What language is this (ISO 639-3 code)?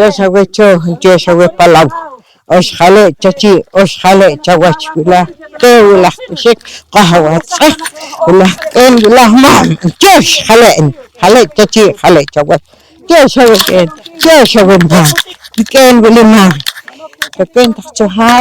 poh